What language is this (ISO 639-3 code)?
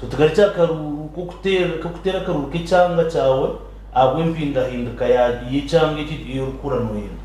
nyn